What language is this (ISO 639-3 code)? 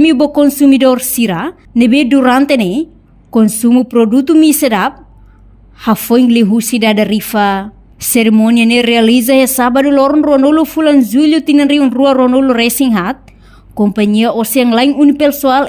tet